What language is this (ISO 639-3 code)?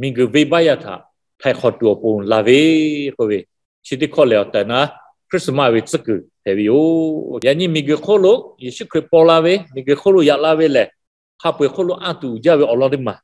lhu